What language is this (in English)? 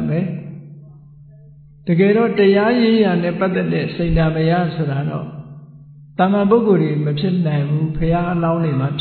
Burmese